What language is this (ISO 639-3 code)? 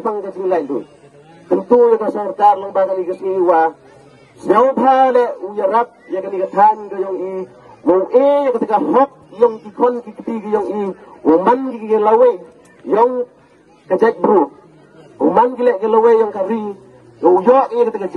kha